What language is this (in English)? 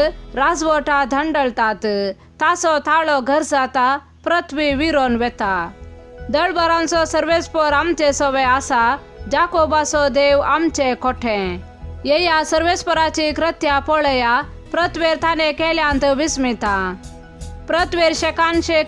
Konkani